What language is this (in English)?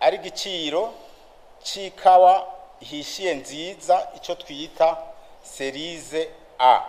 Rundi